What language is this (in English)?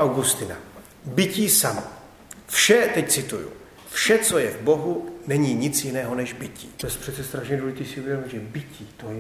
Czech